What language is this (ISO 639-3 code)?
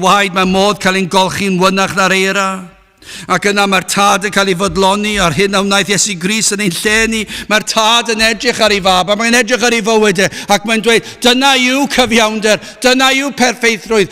cym